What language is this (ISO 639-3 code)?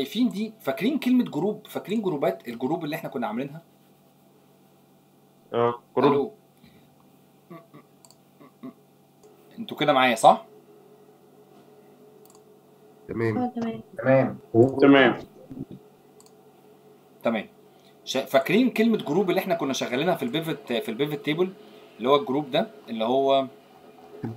arz